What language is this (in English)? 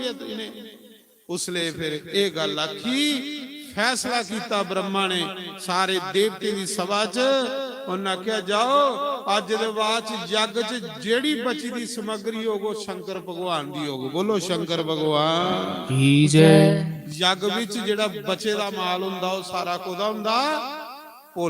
Dogri